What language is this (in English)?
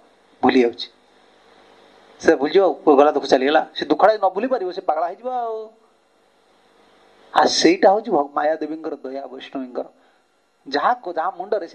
Odia